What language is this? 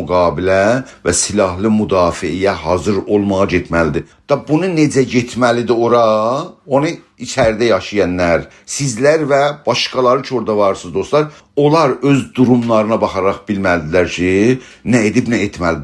South Azerbaijani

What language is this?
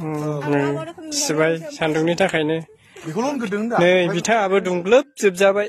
Bodo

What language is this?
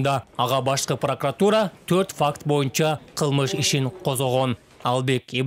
Kyrgyz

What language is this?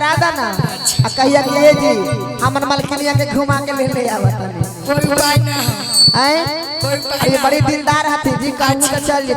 Magahi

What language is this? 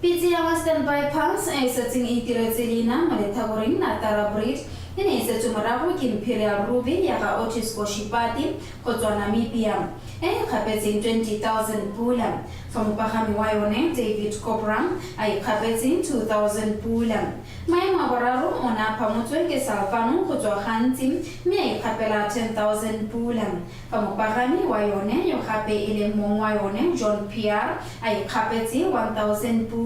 Tswana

